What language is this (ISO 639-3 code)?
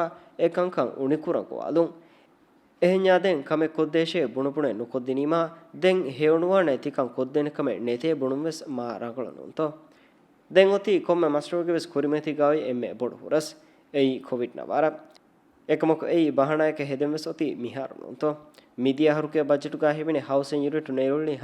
div